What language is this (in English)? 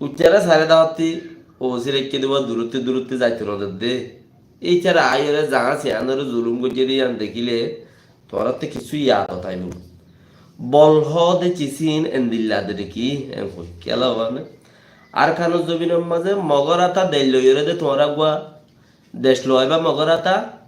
Rohingya